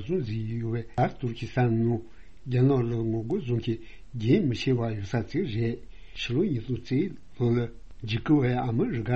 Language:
Tibetan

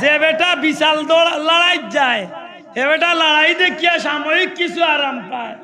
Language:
Sylheti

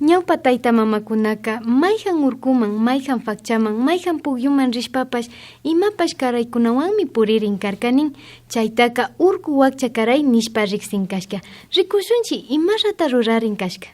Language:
Quechua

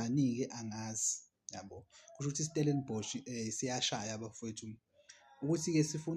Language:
Zulu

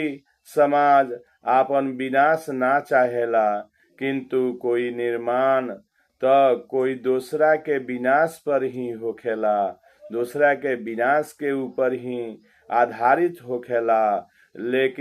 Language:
Bhojpuri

